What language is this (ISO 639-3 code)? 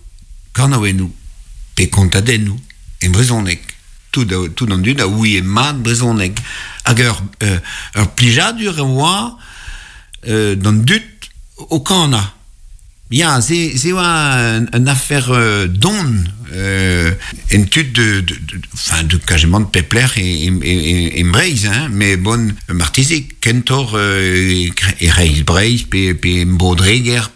bre